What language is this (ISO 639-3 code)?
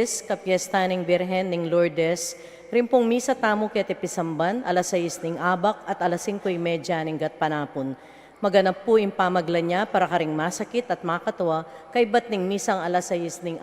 pam